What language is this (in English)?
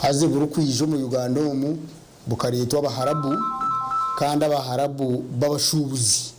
Nyankole